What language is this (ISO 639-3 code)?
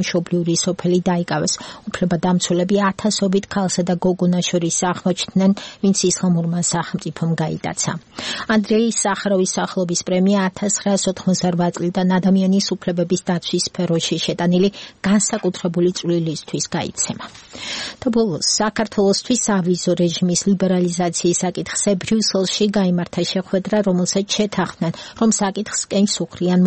kat